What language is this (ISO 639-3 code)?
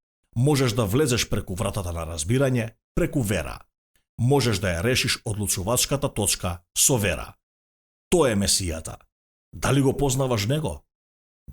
mkd